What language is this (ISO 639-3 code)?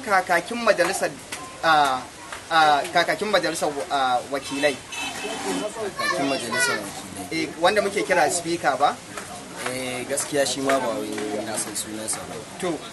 hau